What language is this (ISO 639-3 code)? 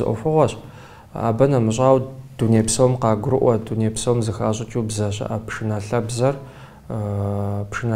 kbd